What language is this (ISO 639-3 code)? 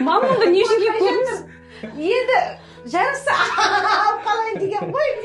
kaz